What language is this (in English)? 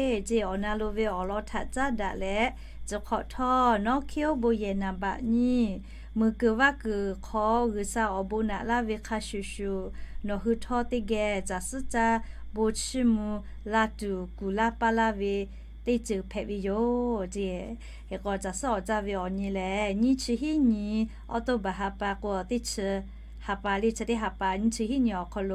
Lahu